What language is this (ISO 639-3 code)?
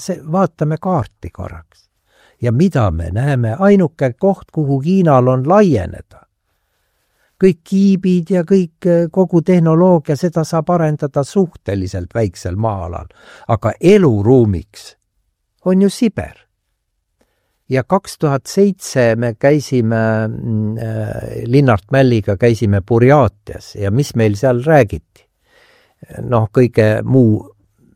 est